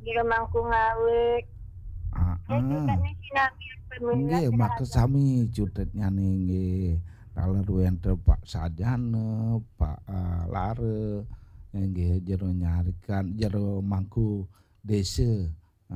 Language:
Balinese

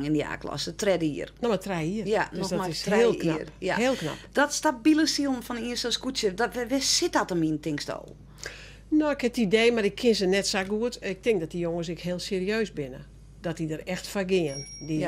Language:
Western Frisian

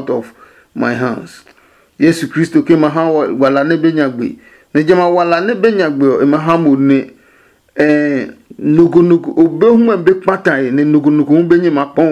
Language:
Adangme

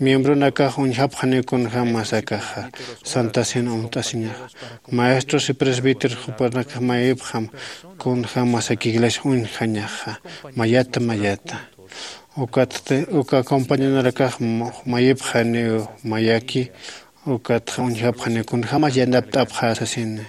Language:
Aymara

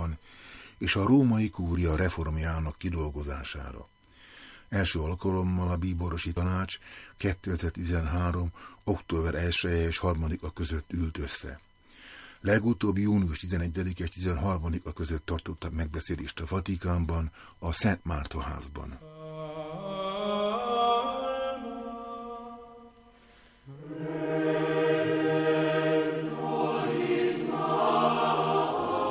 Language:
Hungarian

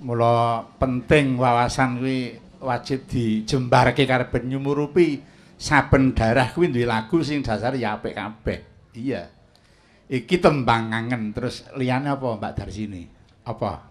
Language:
Javanese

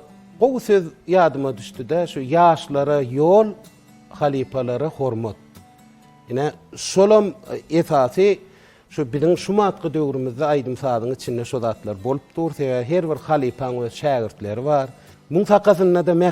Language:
Turkmen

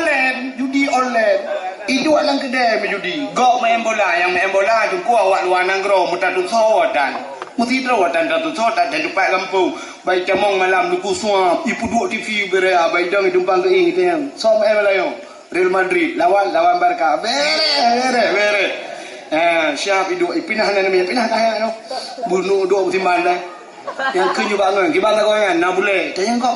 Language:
Achinese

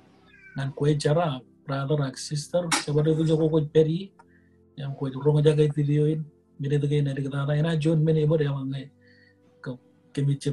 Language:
Marshallese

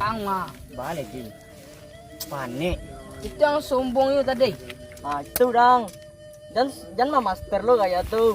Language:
Minangkabau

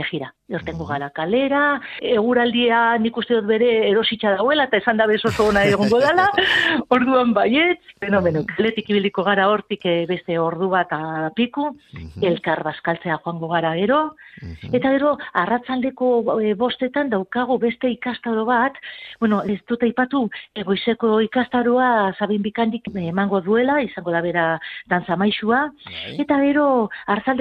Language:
Basque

